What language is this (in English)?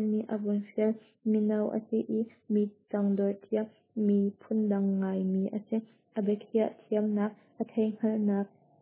Hakha Chin